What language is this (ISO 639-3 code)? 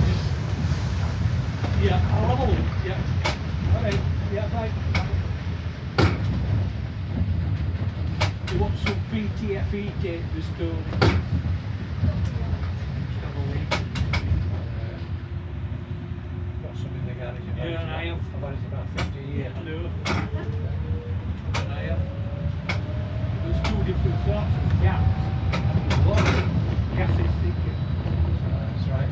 eng